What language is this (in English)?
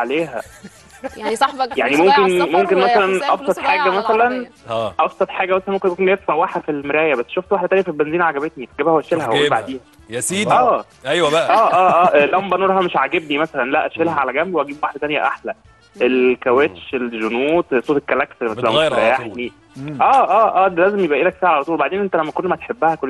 Egyptian Arabic